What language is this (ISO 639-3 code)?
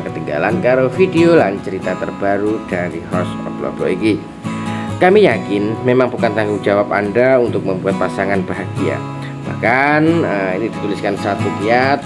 ind